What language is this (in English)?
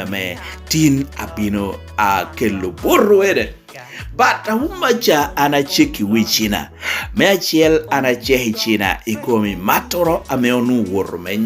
Lango (Uganda)